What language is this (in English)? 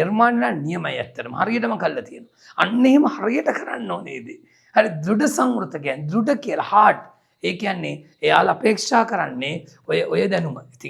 Sinhala